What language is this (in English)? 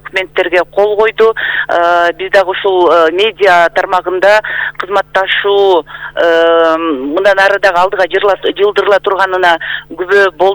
Kyrgyz